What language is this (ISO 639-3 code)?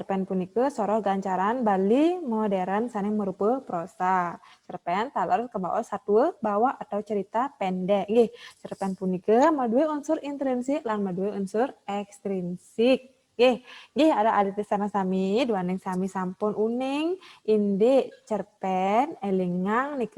ban